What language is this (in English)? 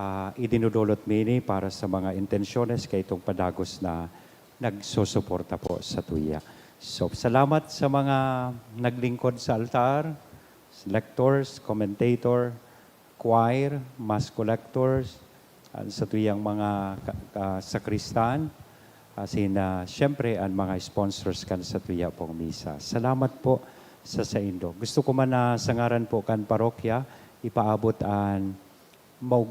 Bikol